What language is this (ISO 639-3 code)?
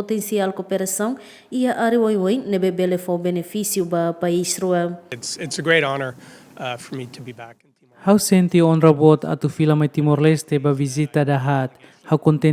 tet